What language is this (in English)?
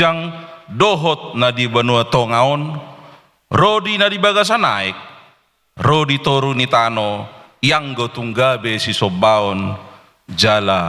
Batak Toba